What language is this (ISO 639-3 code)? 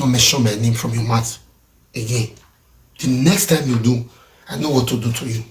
pcm